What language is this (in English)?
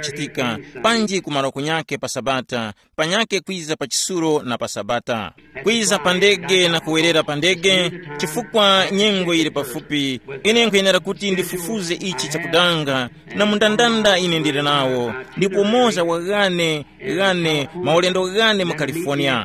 Tumbuka